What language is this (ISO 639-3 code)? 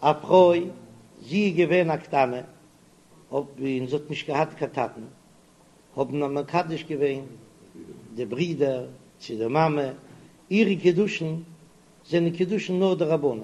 yid